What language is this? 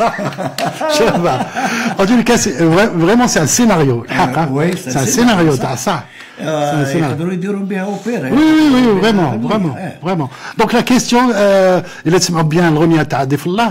Algerian Arabic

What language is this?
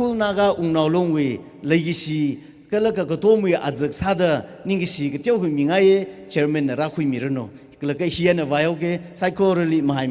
Tangkhul Naga (India)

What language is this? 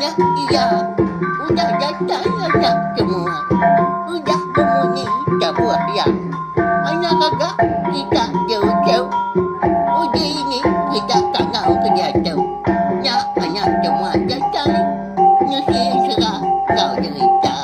Iban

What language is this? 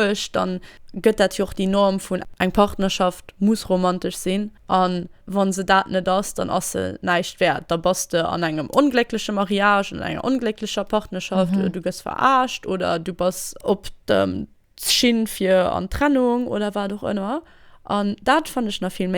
Luxembourgish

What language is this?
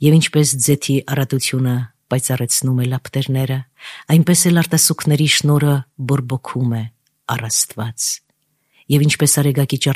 Armenian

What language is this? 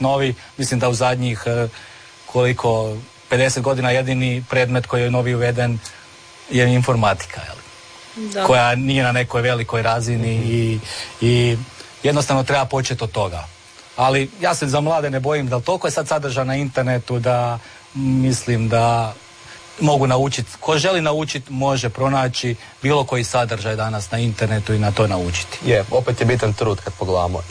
Croatian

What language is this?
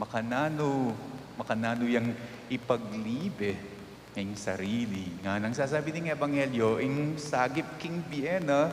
Pampanga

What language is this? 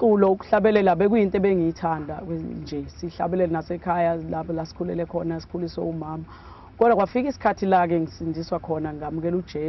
Zulu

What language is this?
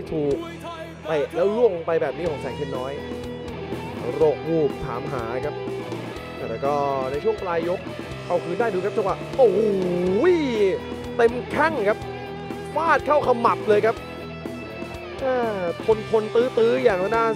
Thai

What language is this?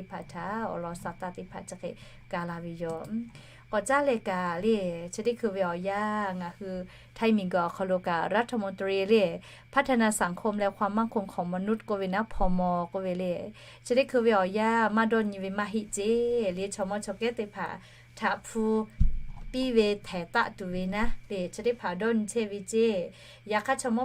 Lahu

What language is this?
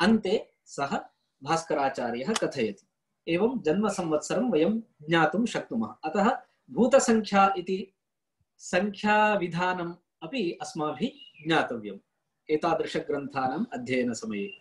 Sanskrit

